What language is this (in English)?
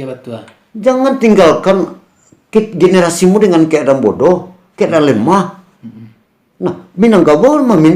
Minangkabau